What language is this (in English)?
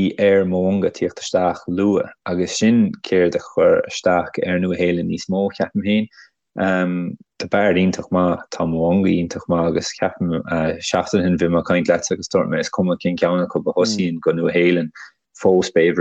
Irish